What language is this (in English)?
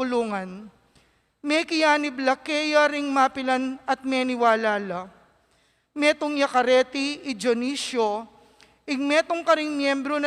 Pampanga